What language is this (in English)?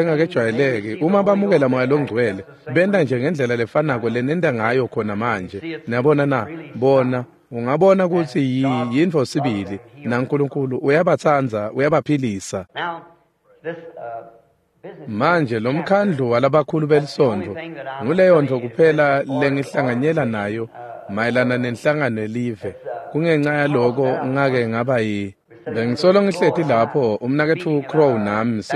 Swati